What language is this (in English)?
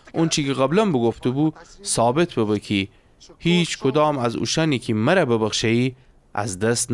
Gilaki